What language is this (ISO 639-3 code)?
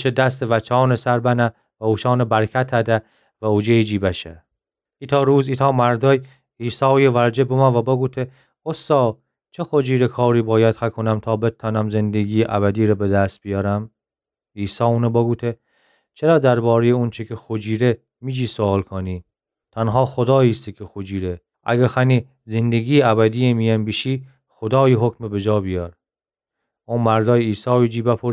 glk